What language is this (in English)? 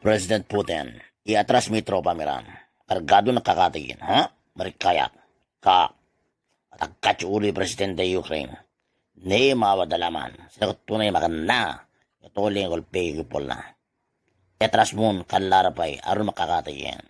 Itawit